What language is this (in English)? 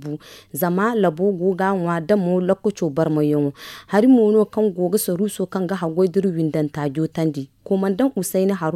Zarma